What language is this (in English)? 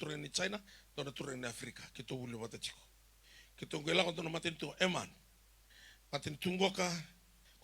Fijian